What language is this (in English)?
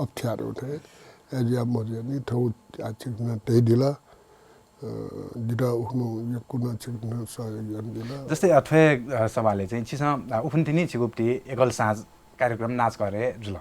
Newari